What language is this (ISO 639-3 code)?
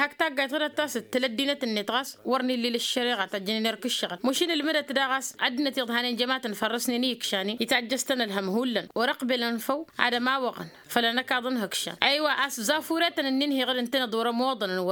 taq